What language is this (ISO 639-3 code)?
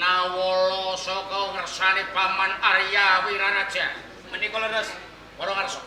jav